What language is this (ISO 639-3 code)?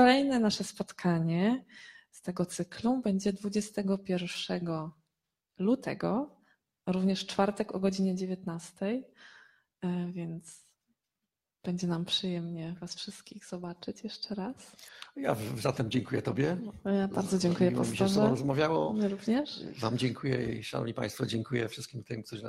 pol